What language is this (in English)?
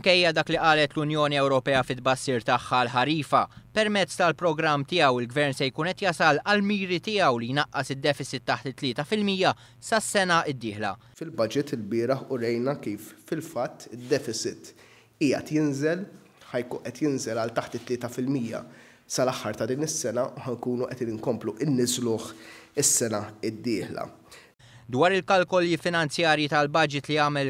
Maltese